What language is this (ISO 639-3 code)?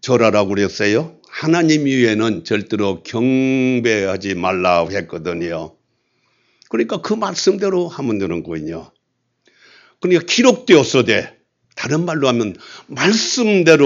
kor